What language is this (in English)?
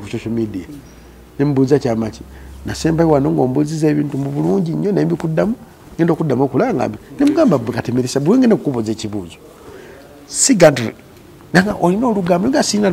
Ganda